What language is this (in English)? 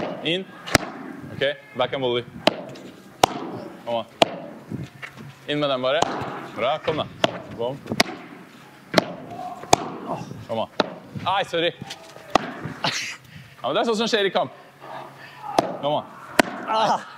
Norwegian